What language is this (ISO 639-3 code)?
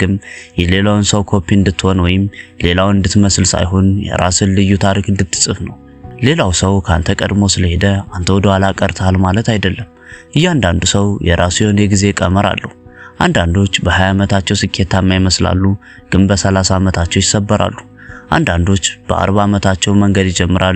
amh